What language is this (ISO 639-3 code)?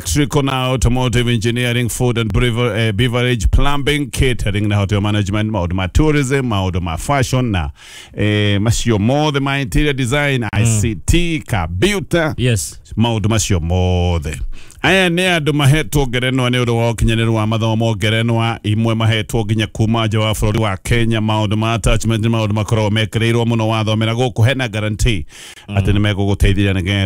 kik